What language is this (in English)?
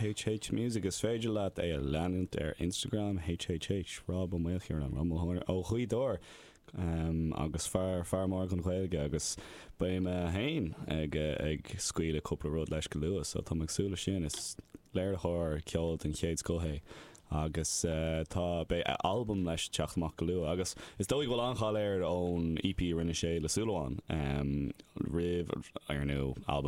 Irish